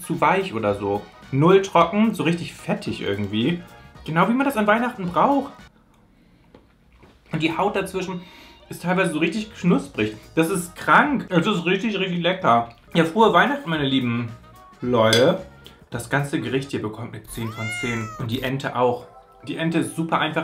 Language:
German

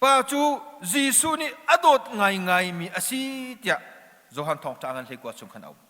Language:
Hakha Chin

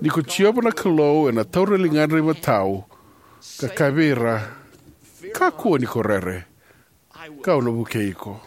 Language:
Fijian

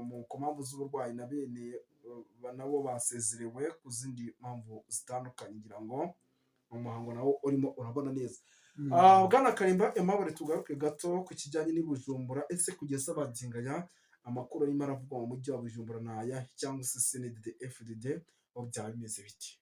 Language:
Kinyarwanda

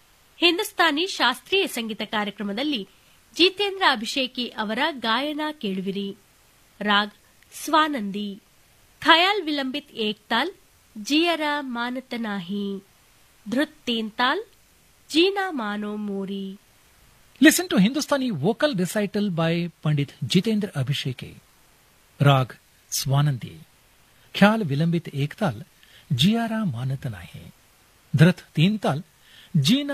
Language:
Kannada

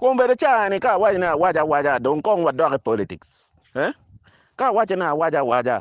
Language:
Acoli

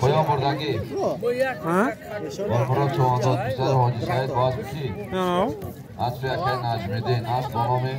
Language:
Tajik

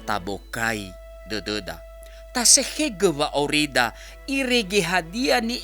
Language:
Nias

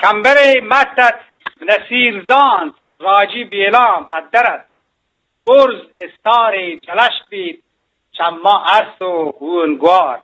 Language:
Eastern Balochi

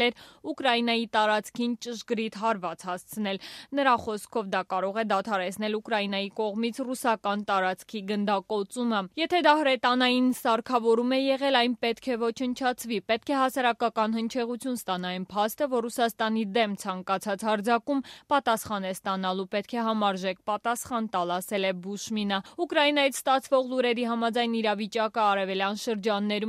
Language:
Armenian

